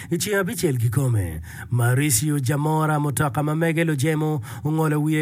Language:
Acoli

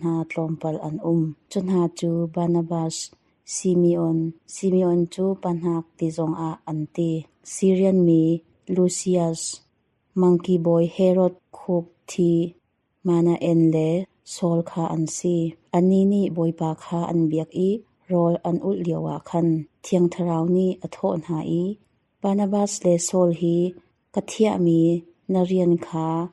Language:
Hakha Chin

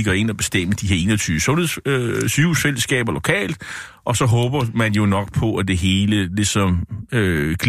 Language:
Danish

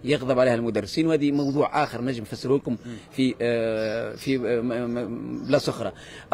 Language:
Tunisian Arabic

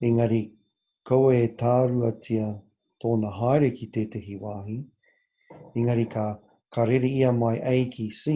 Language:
Māori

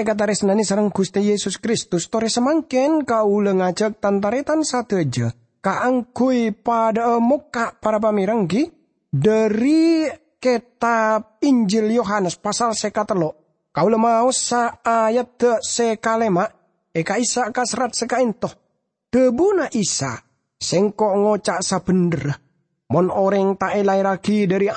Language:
Madurese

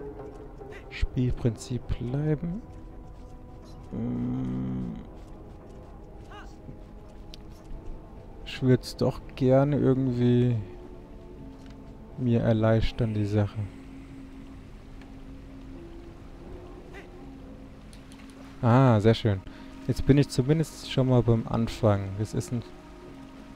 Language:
German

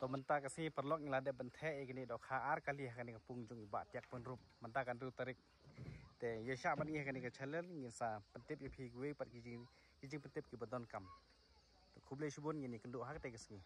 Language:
Khasi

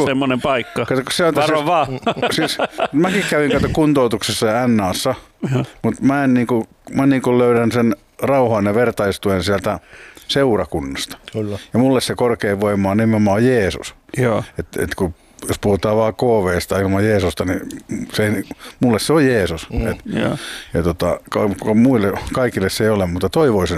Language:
Finnish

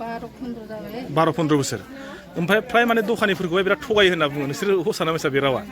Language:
Bodo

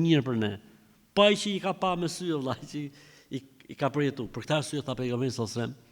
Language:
Albanian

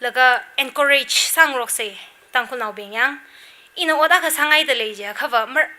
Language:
Tangkhul Naga (India)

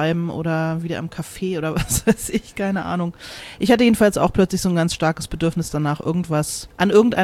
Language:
German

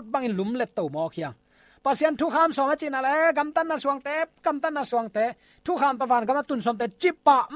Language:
Tedim Chin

